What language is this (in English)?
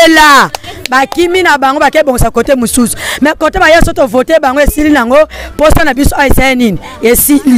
Lingala